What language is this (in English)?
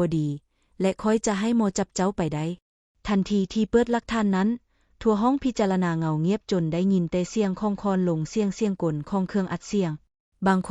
Lao